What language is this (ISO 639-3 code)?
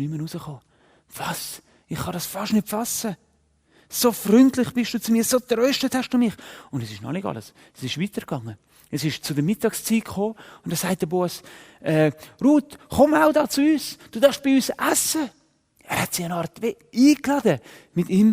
gsw